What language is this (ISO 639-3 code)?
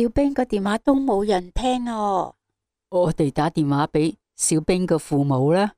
yue